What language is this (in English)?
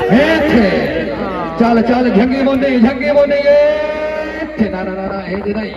Saraiki